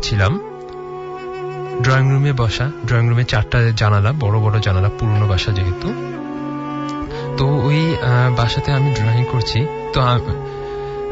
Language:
Bangla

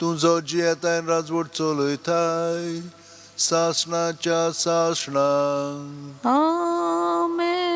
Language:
Konkani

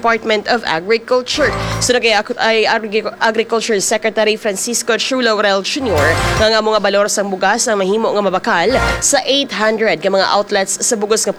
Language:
Hiligaynon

